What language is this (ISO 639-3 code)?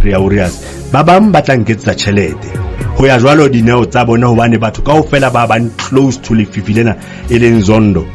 sot